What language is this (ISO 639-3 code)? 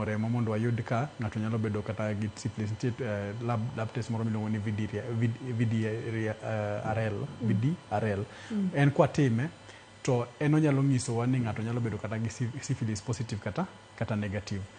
luo